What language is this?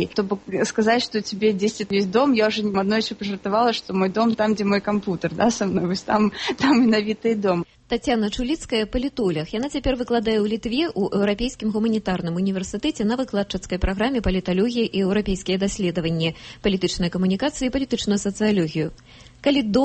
Belarusian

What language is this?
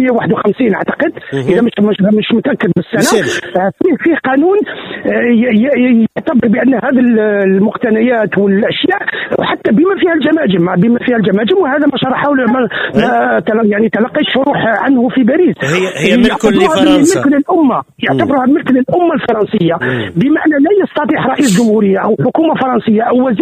Tunisian Arabic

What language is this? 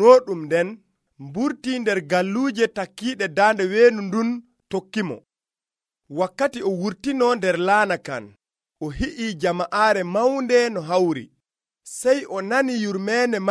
Nigerian Fulfulde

